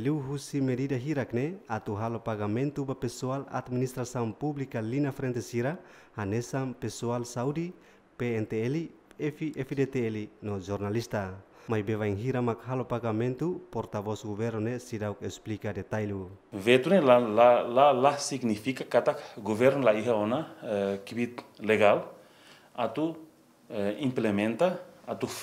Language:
Tetum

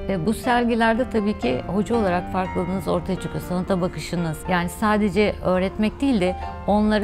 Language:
Turkish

